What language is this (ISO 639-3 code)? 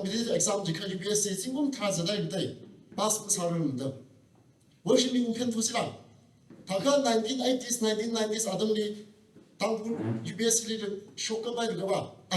nmf